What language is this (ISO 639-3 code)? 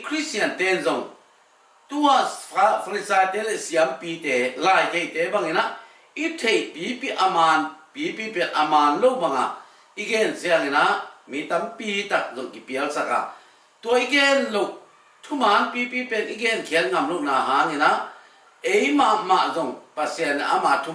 ctd